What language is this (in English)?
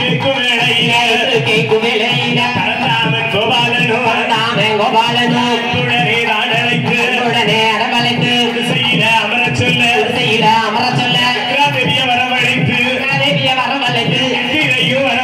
Tamil